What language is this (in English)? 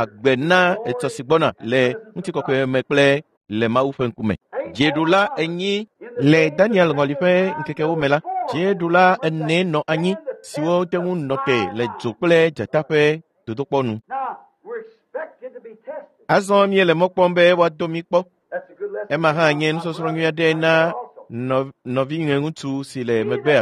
Ewe